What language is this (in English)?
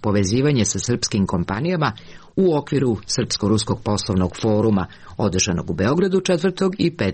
Serbian